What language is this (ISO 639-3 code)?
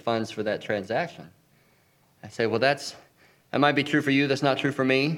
eng